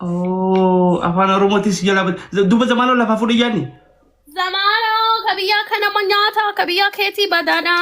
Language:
Oromo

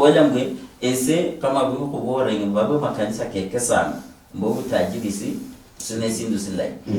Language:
Luyia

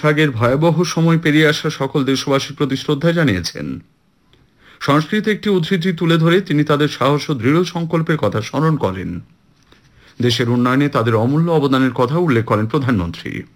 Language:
Bangla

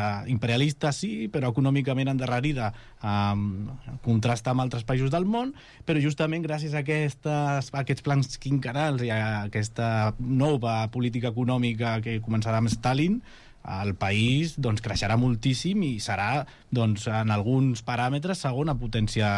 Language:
Catalan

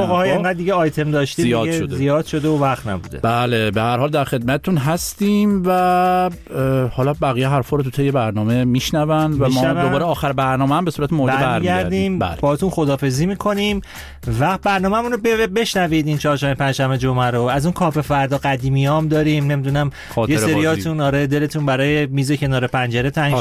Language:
Persian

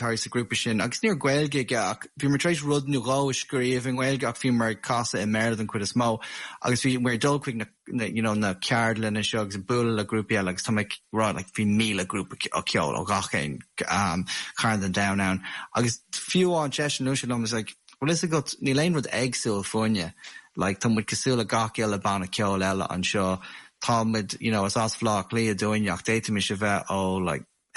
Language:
Irish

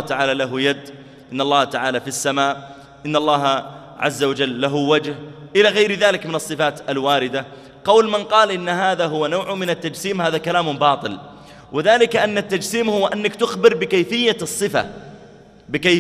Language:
Arabic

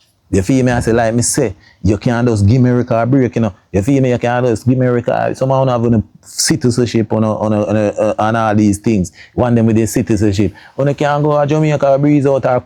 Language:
Jamaican Creole English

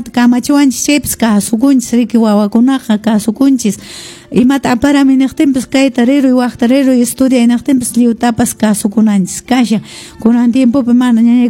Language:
Quechua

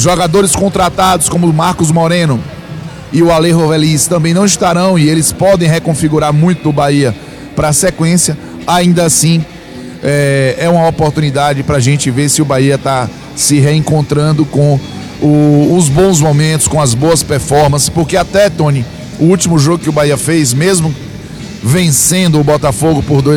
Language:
Portuguese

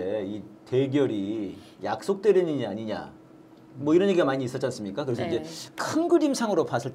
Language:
Korean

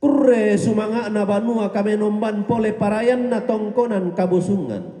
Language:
Toraja-Sa'dan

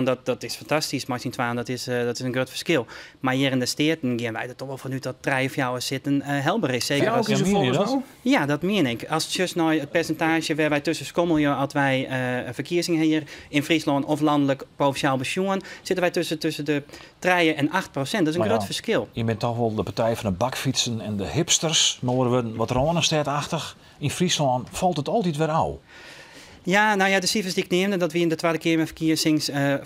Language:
Western Frisian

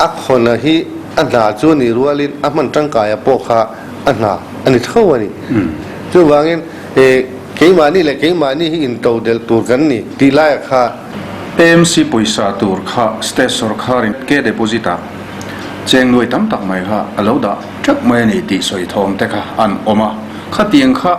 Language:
Mizo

